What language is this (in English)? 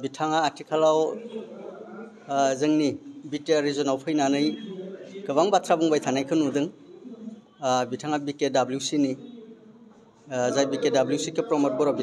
Bodo